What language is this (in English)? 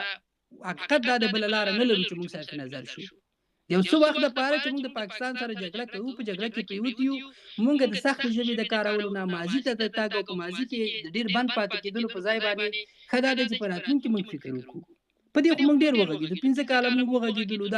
Pashto